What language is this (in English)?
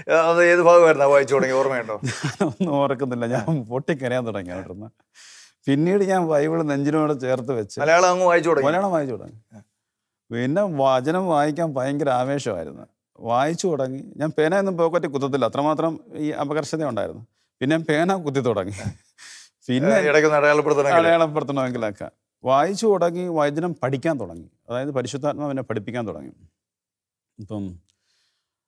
Malayalam